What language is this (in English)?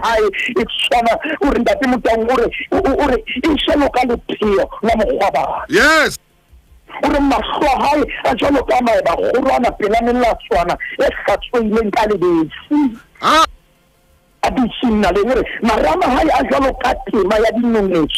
Southern Sotho